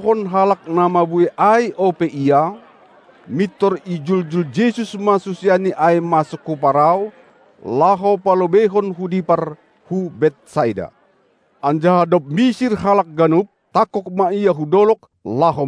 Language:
Batak Simalungun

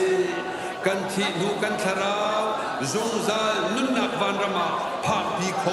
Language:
Hakha Chin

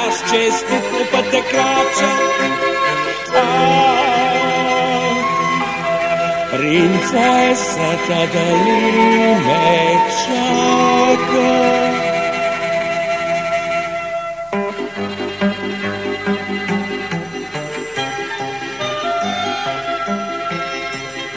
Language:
Bulgarian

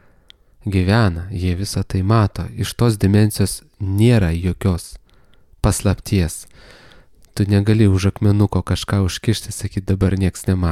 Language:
Lithuanian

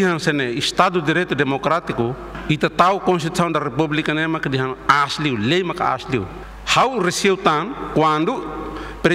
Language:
Tetum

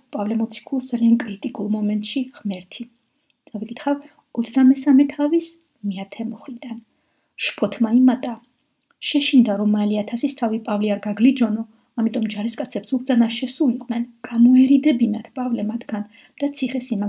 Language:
Georgian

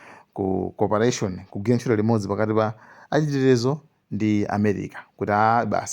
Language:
Nyanja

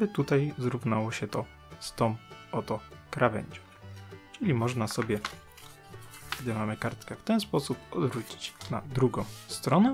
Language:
Polish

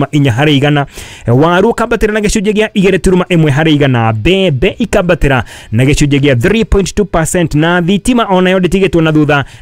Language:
Kikuyu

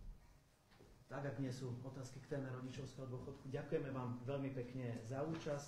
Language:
Slovak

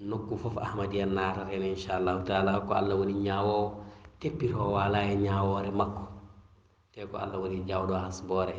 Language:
Fula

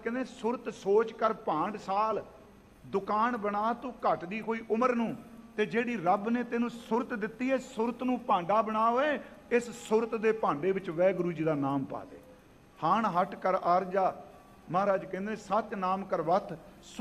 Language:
Punjabi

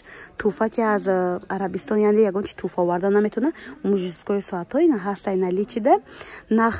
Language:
Tajik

